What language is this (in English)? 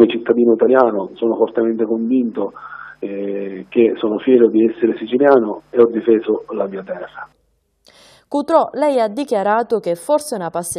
Italian